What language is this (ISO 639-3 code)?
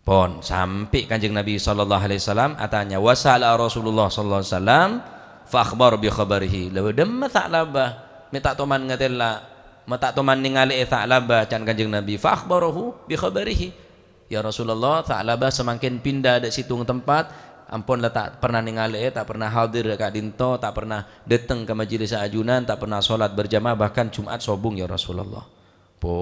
mad